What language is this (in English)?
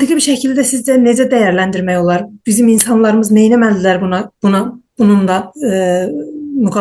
South Azerbaijani